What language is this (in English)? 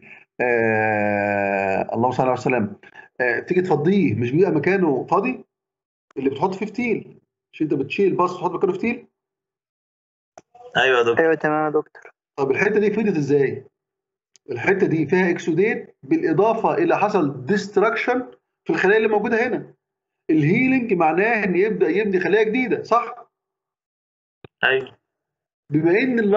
Egyptian Arabic